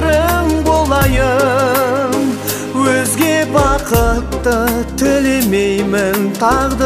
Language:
Kazakh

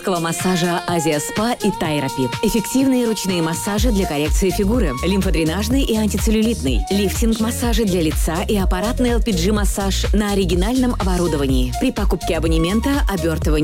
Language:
Russian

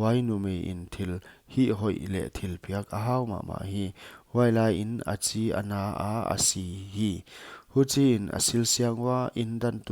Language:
Paite Chin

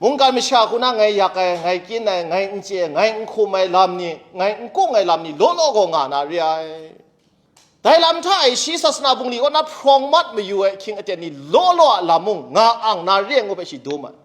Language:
Kachin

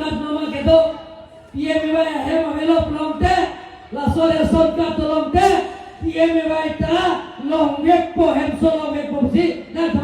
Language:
Karbi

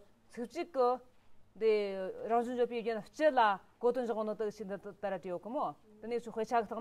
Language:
Tibetan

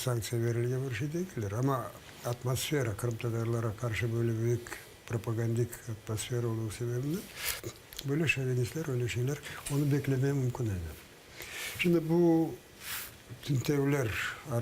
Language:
Crimean Tatar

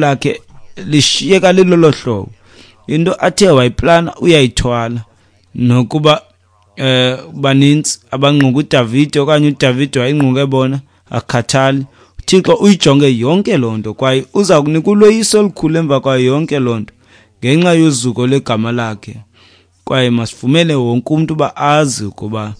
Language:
Xhosa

